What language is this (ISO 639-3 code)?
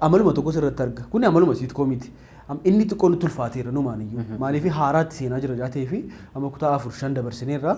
orm